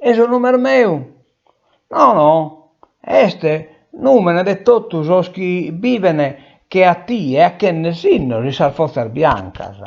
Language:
Sardinian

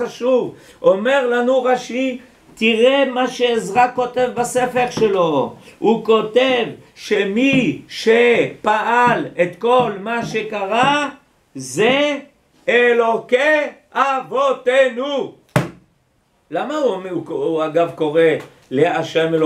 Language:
Hebrew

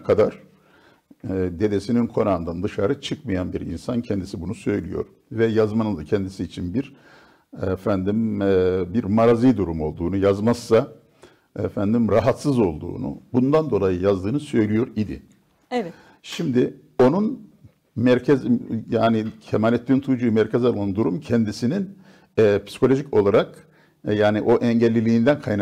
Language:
Turkish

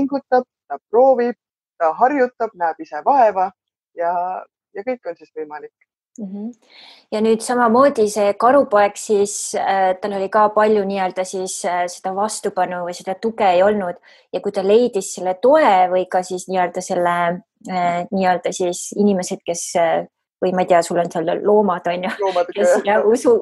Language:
Estonian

